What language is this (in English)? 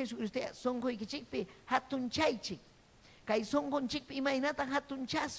Ayacucho Quechua